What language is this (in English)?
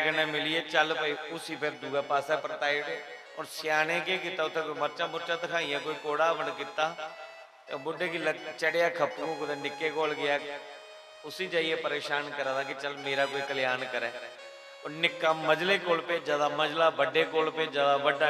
Dogri